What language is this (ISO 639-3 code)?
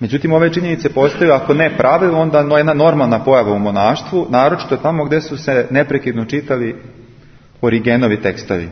srp